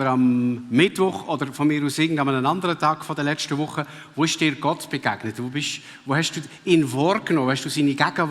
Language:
Swiss German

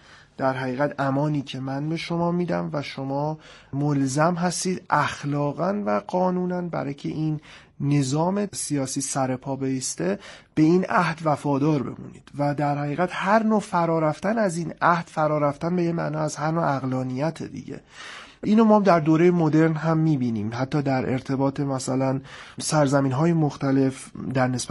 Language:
Persian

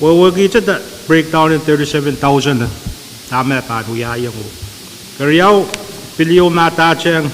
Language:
Pohnpeian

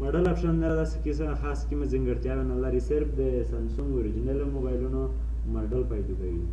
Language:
Pashto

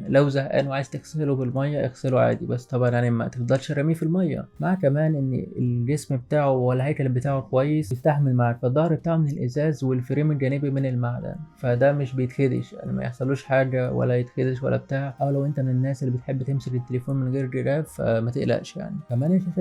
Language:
Egyptian Arabic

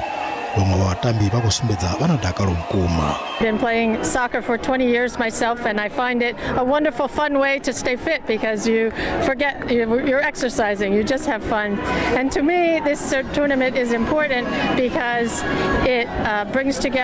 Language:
Venda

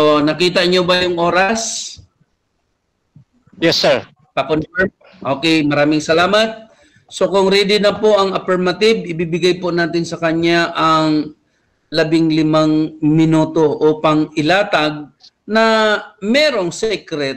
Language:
Filipino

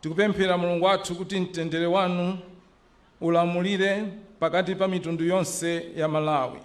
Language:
Nyanja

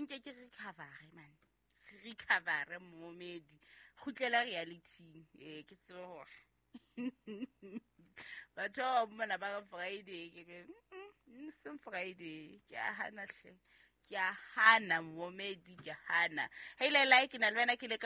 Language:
Southern Sotho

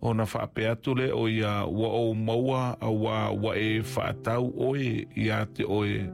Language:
Samoan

